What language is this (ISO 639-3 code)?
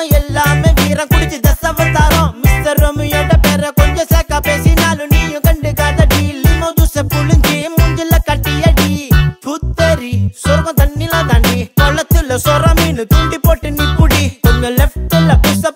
tam